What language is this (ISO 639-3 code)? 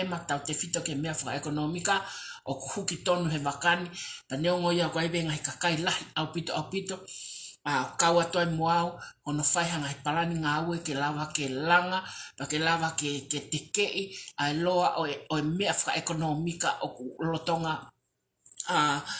ton